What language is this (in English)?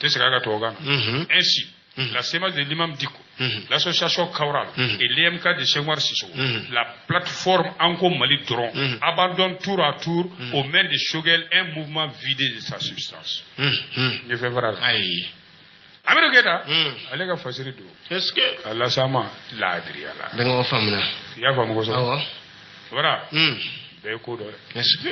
Bambara